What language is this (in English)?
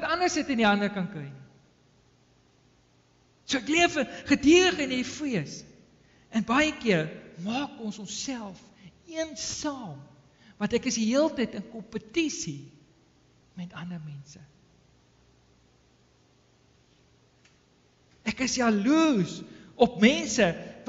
Afrikaans